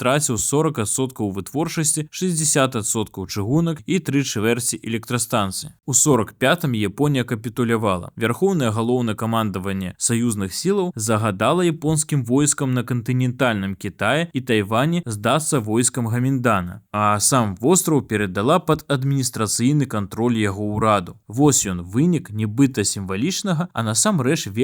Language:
Belarusian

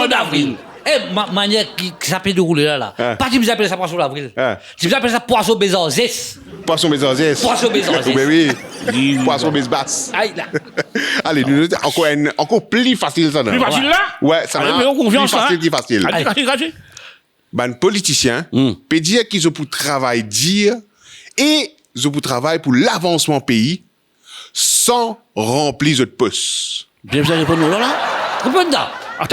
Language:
Morisyen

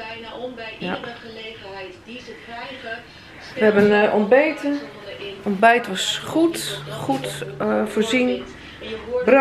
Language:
Dutch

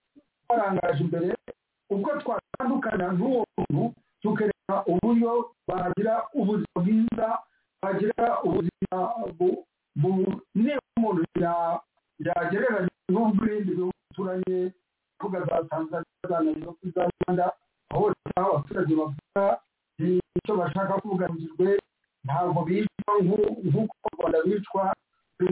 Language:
Kinyarwanda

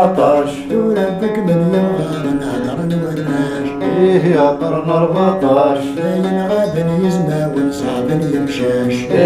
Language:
Kabyle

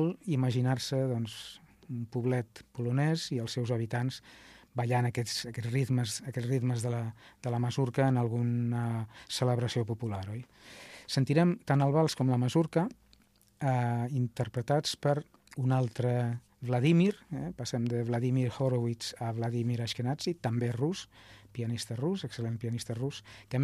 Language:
Catalan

